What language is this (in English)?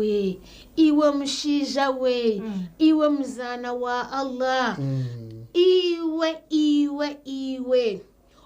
Nyankole